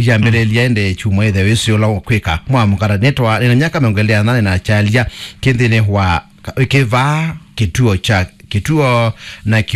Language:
Kamba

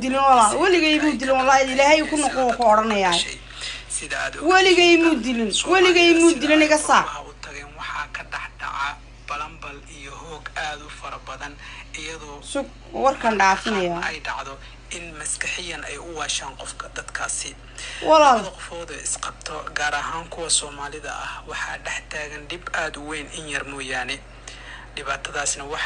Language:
Somali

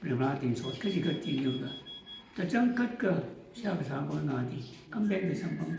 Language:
Tangkhul Naga (India)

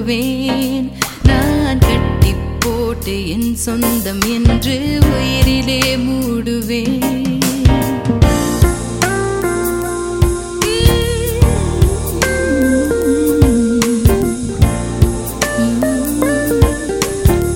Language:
Tamil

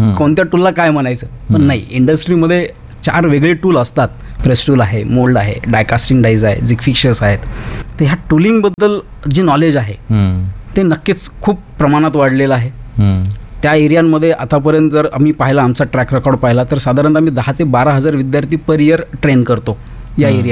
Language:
Marathi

